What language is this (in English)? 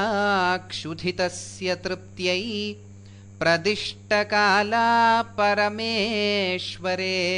Sanskrit